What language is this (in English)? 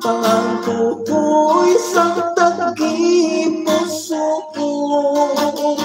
Hiligaynon